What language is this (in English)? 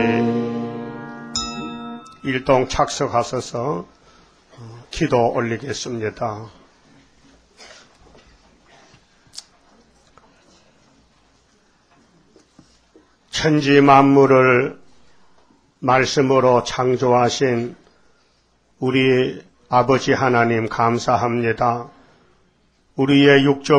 Korean